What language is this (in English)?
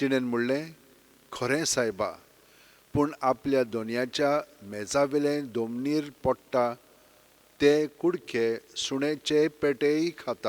Konkani